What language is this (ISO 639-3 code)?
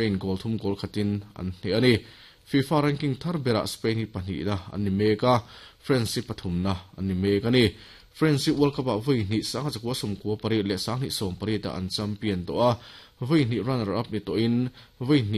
lus